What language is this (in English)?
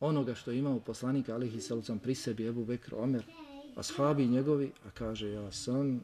Bosnian